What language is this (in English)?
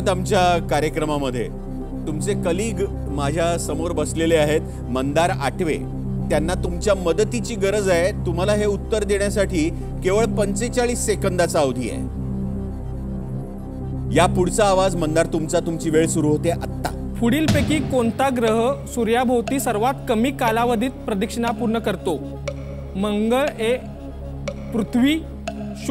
Marathi